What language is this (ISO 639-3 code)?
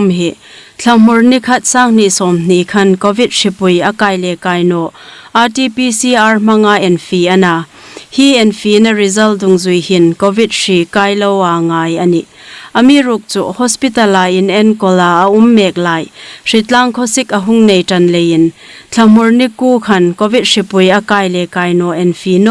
hmr